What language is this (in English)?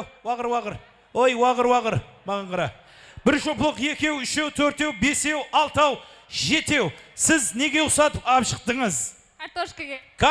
Kara-Kalpak